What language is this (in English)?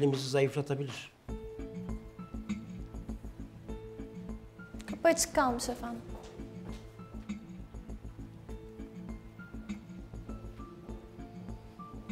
Turkish